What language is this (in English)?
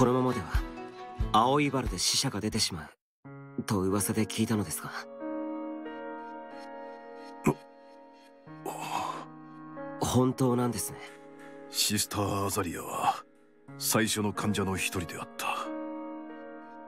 Japanese